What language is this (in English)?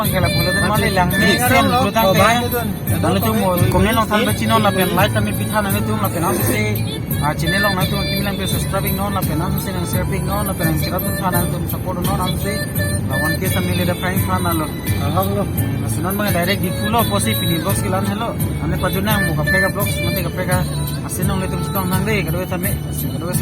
Karbi